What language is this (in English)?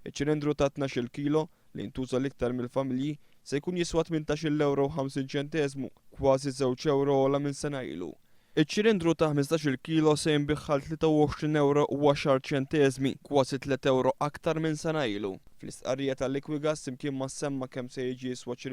Maltese